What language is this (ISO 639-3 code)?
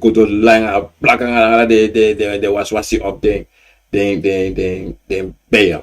srn